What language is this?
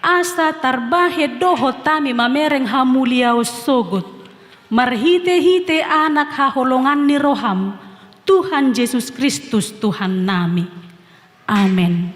Batak Toba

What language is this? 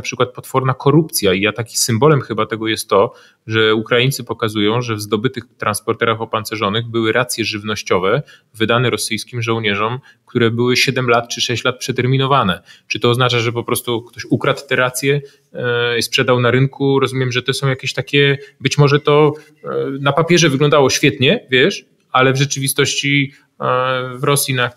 Polish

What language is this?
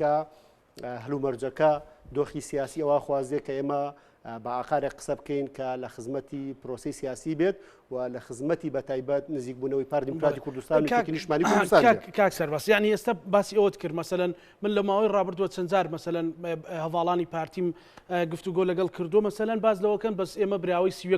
Central Kurdish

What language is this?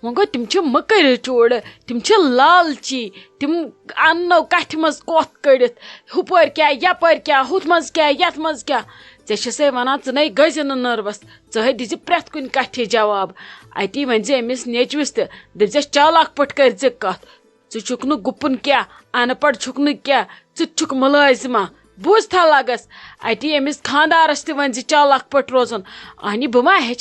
Kashmiri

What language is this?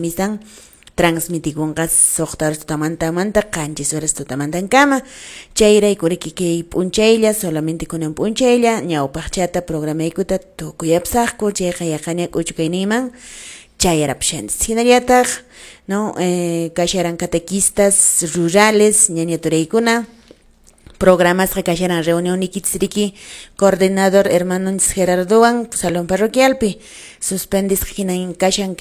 Quechua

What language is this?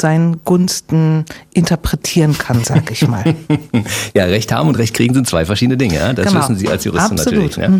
German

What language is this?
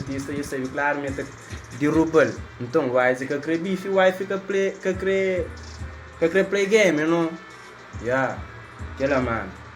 Kabuverdianu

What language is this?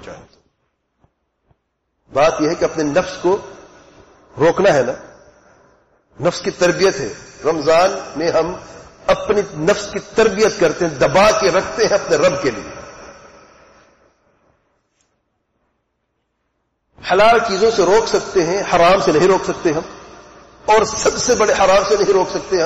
Urdu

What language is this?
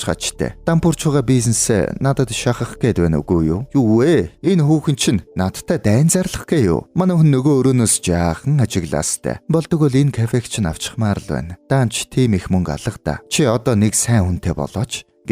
Mongolian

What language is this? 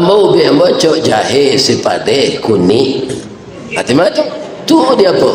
Minangkabau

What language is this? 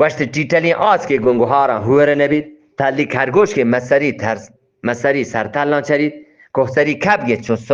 Eastern Balochi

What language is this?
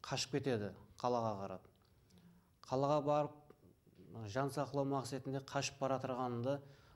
Kara-Kalpak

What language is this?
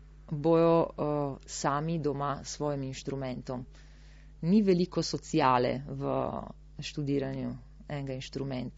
Slovenian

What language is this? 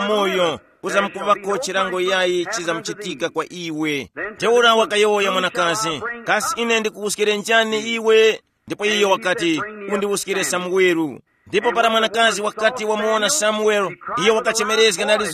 Tumbuka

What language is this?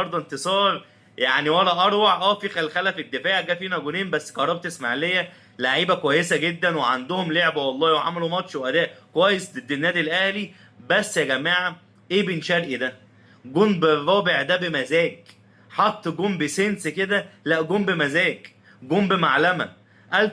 Egyptian Arabic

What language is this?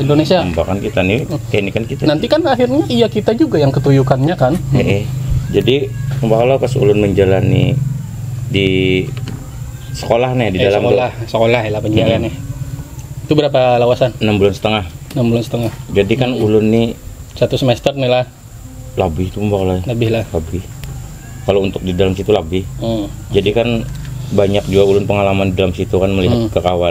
Banjar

